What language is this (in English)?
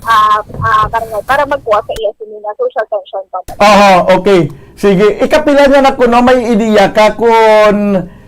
Hiligaynon